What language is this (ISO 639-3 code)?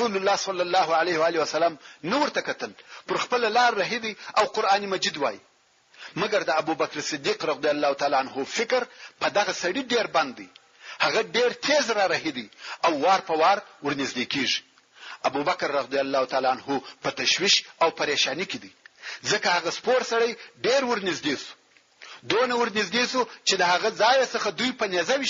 pus